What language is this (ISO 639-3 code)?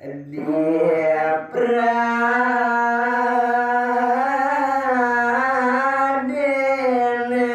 ban